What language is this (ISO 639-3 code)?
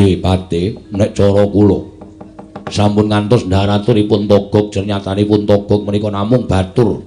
jav